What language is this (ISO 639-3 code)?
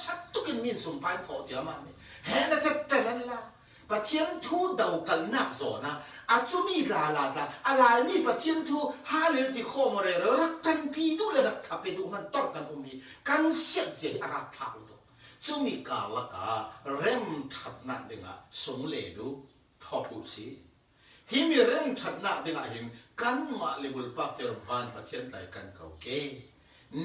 cfm